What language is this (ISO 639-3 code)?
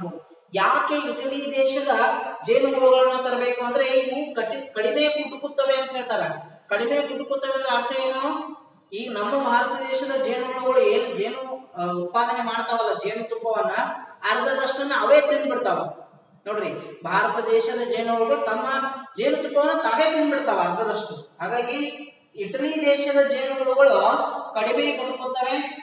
kan